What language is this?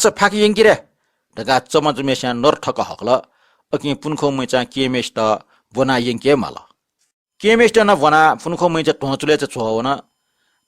Newari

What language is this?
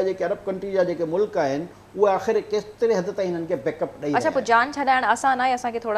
Sindhi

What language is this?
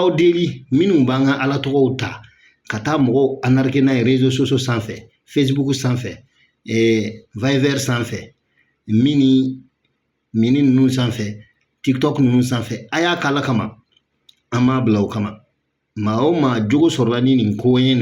Bambara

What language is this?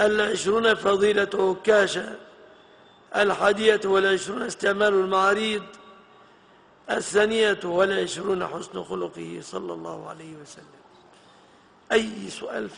Arabic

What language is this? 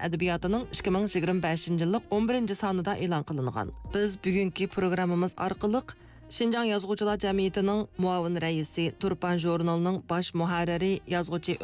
Uyghur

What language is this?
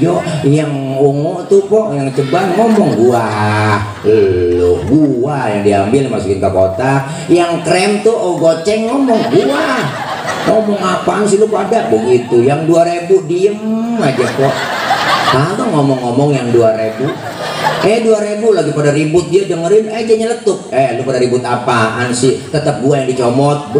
Betawi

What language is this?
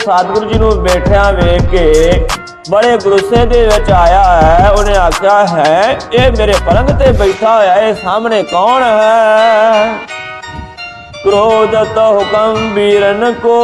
Punjabi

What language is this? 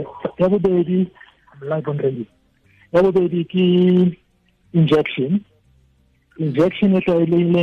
Tswana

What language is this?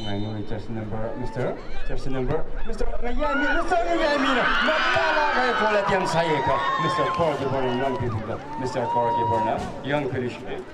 Tangkhul Naga (India)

